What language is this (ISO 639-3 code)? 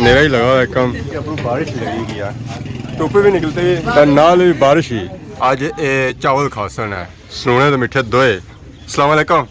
phr